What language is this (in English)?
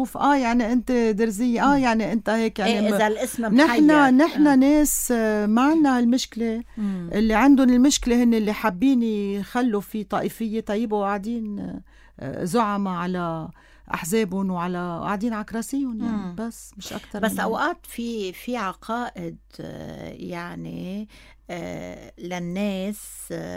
North Levantine Arabic